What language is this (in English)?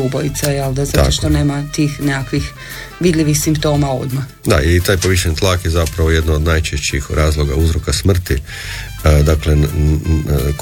Croatian